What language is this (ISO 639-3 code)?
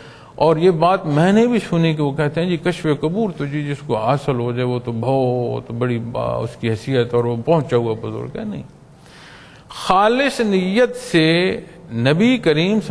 urd